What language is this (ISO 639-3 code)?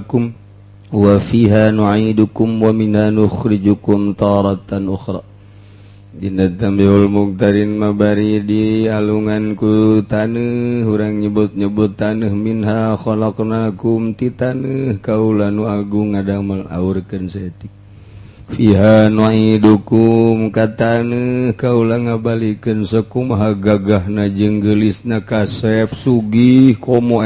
sun